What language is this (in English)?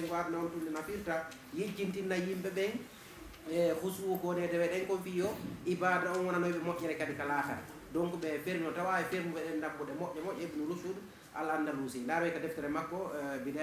Fula